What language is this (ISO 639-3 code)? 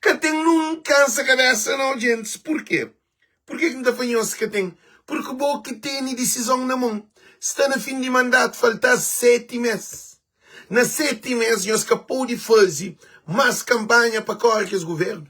kea